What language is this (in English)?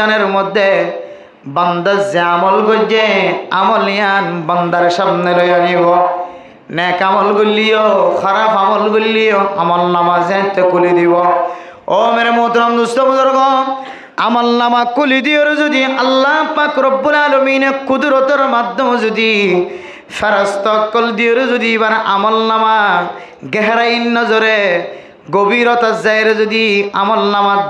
Rohingya